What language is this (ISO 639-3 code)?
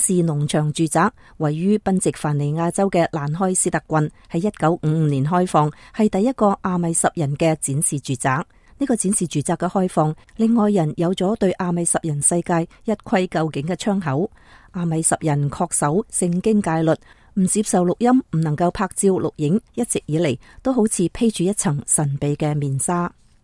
yue